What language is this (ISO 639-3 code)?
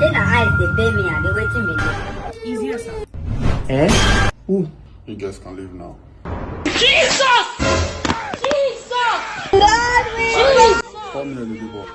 pcm